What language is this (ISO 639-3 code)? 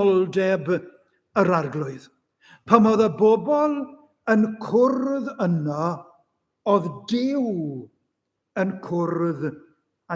cym